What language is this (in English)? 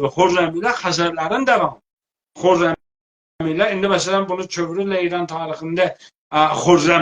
South Azerbaijani